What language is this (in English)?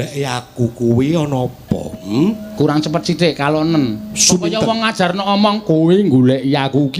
Javanese